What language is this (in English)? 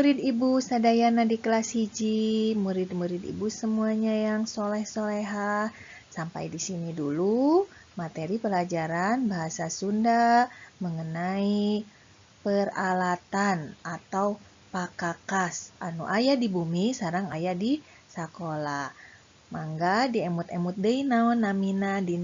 Sundanese